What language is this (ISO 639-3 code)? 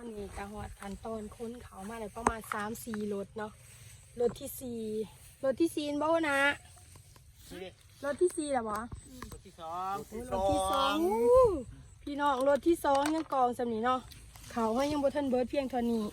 lao